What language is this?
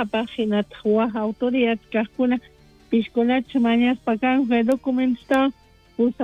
South Bolivian Quechua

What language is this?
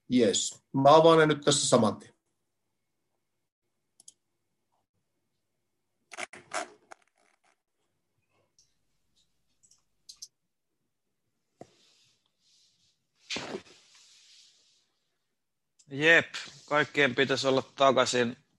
Finnish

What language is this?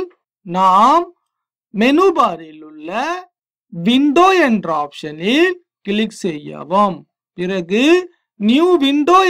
Tamil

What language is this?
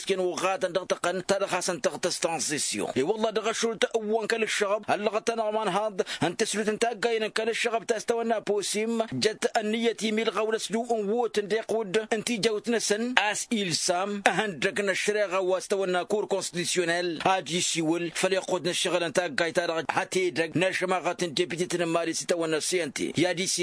Tamasheq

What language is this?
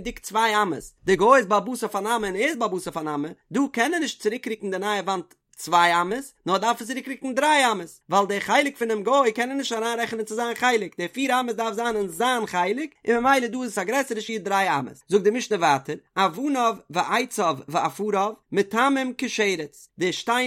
Yiddish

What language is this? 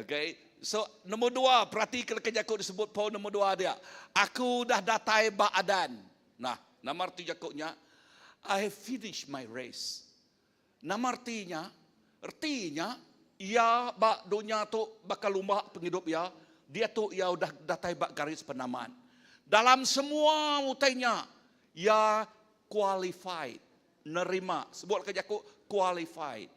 Iban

